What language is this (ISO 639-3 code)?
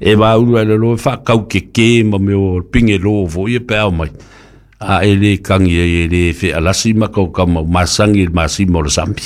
smo